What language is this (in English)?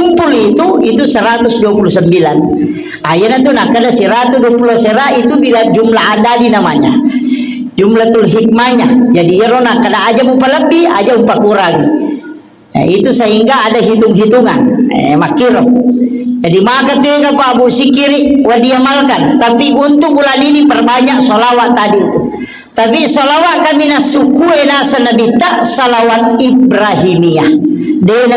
Buginese